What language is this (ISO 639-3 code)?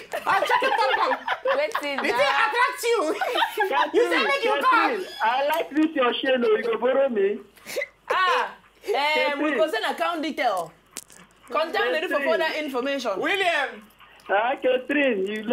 pcm